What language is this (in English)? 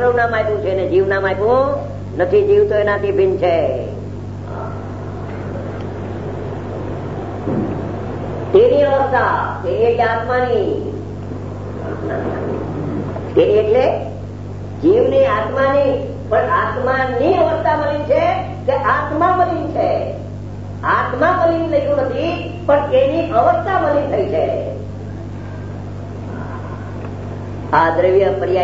Gujarati